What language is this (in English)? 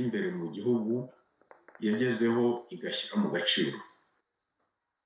Kinyarwanda